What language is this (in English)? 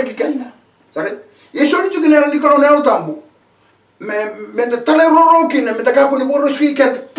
Fijian